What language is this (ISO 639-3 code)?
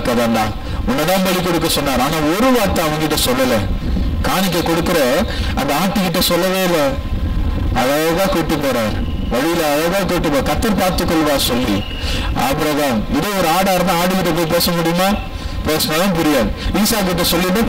tam